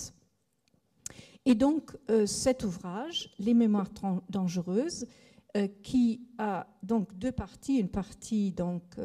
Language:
French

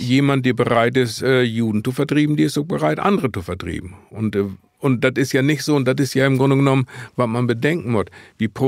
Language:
Low German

